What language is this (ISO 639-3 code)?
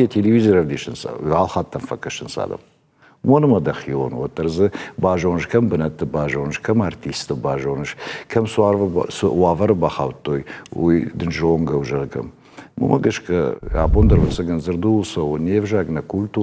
oss